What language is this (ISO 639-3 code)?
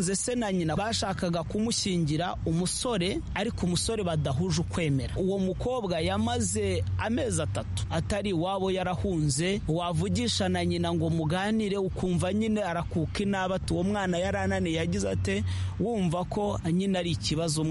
kin